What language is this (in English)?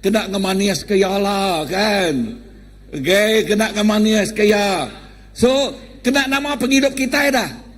Iban